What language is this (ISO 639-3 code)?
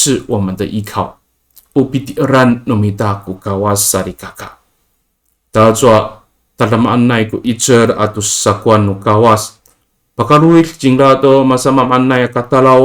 ami